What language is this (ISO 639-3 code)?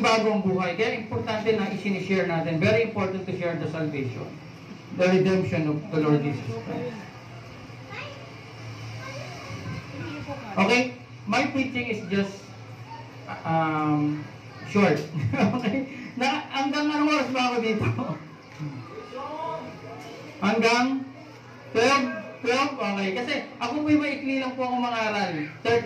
fil